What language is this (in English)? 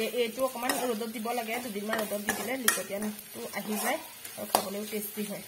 Assamese